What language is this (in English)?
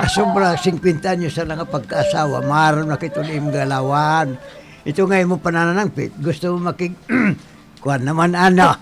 Waray